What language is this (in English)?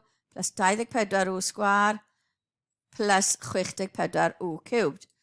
Welsh